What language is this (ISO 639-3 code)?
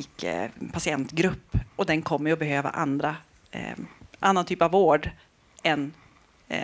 swe